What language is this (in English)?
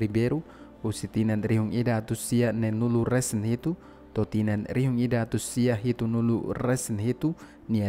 Tetum